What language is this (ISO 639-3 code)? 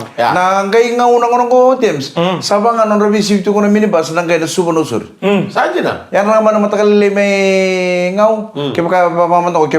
fij